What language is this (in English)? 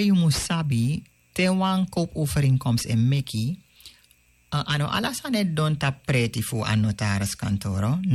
Sranan Tongo